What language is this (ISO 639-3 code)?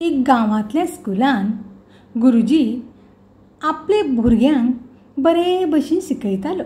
kok